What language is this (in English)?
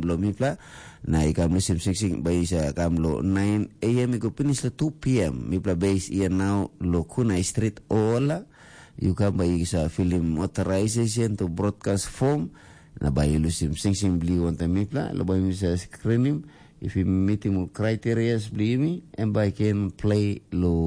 Tok Pisin